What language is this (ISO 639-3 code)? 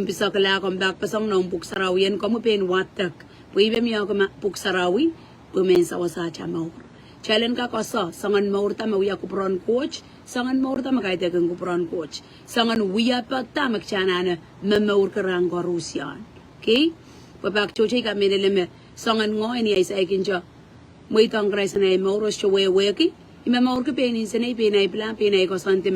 pon